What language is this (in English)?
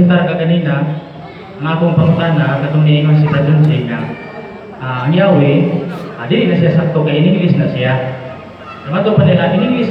Cebuano